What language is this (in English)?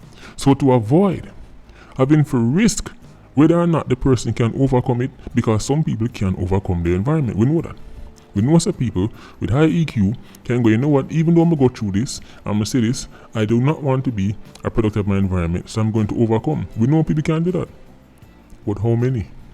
Jamaican Creole English